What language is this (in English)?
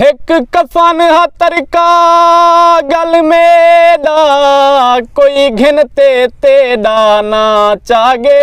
Saraiki